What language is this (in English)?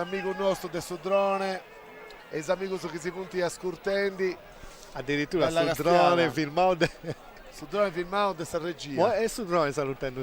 Sardinian